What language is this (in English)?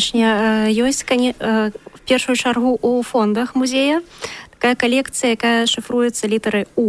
Belarusian